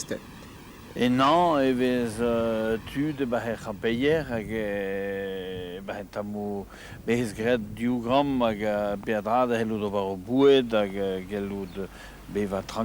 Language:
Breton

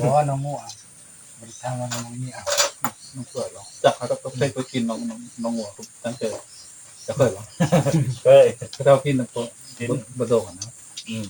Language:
Northeastern Thai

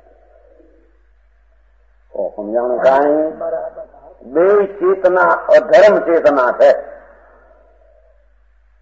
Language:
Gujarati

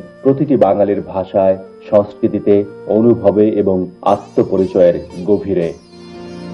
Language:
Bangla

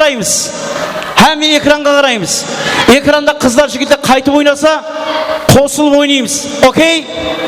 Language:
Kara-Kalpak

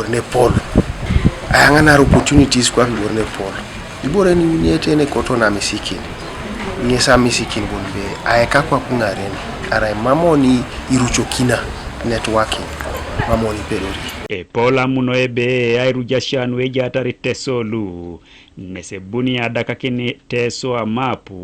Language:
Teso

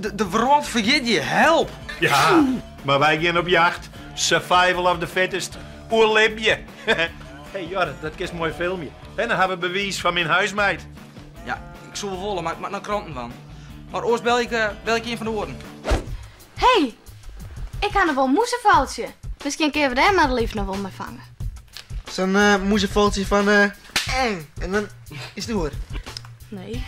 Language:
Western Frisian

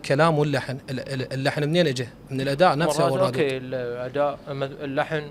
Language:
Mesopotamian Arabic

